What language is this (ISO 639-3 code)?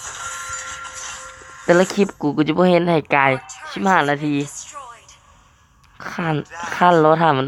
lao